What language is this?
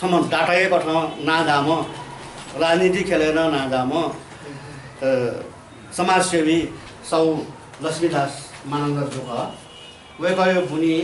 Newari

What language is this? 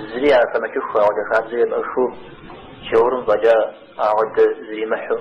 Kabardian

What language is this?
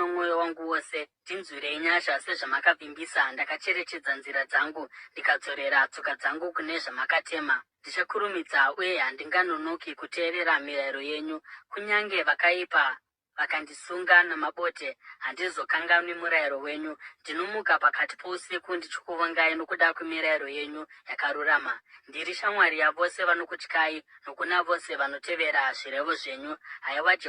Shona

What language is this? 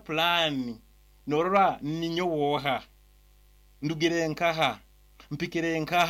Nyankole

